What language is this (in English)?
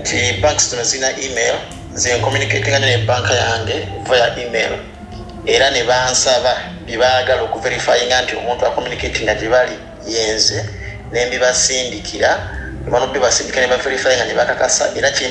Ganda